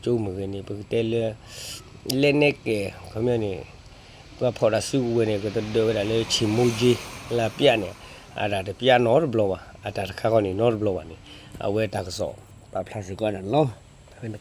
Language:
S'gaw Karen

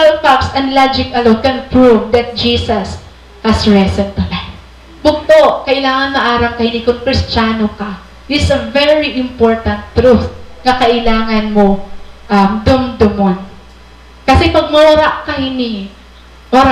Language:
Waray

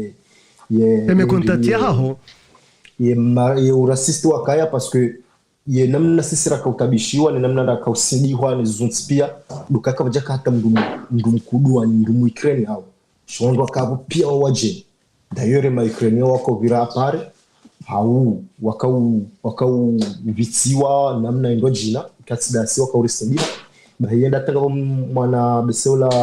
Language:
Ngazidja Comorian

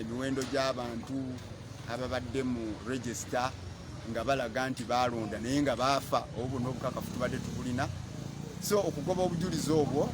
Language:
Ganda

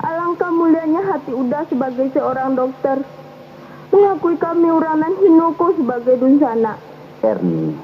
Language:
Minangkabau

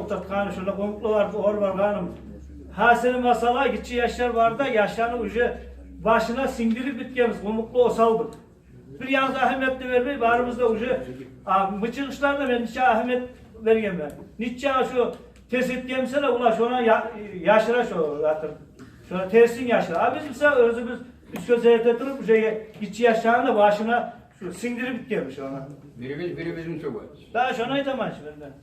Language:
Kumyk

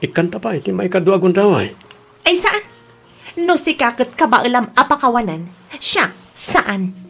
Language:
Iloko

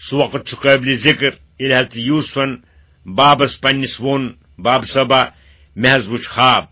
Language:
Kashmiri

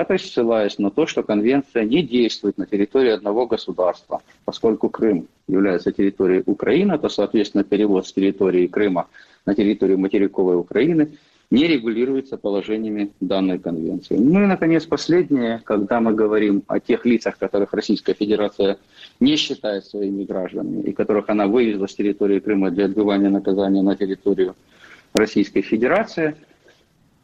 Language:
Russian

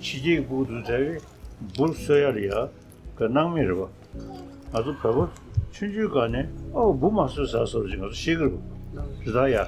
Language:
Tibetan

